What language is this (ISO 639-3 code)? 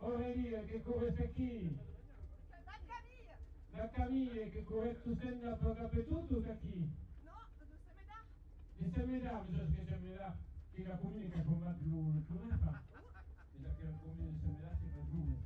oci